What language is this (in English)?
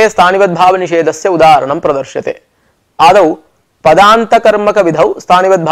Sanskrit